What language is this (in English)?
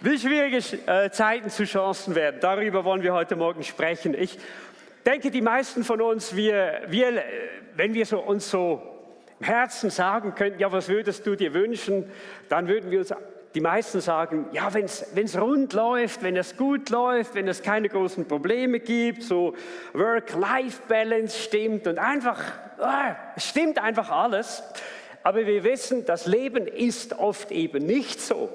Swiss German